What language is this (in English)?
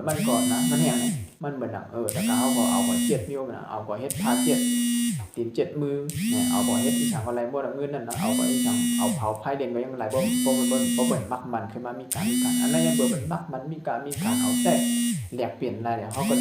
Shan